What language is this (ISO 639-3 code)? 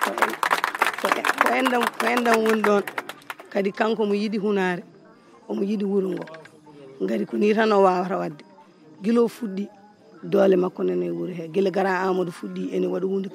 ful